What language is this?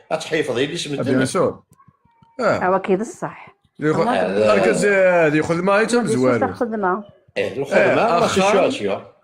Kabyle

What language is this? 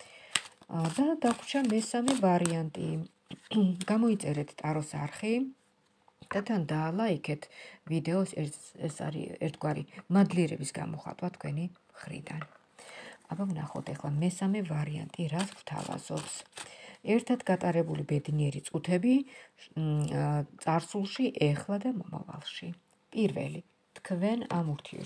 Georgian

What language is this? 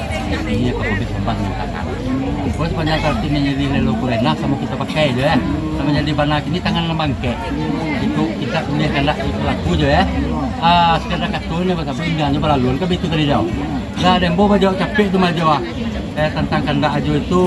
Minangkabau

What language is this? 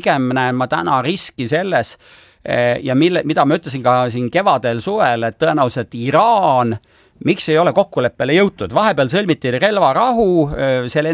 Estonian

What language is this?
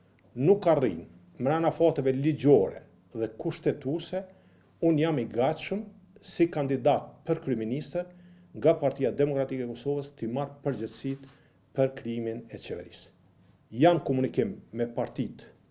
Albanian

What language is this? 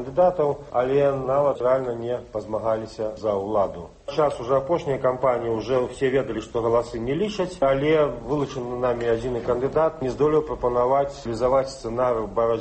Belarusian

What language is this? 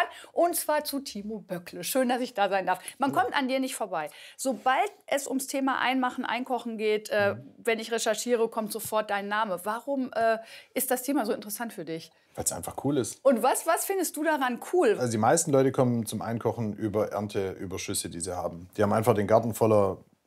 German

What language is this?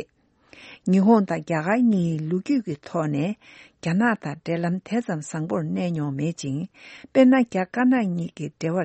Tibetan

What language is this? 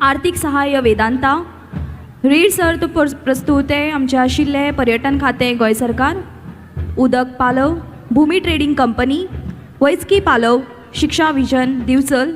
Konkani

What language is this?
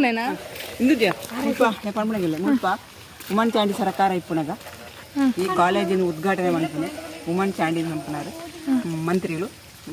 Tulu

